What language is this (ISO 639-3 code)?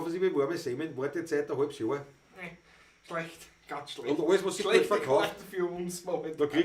bar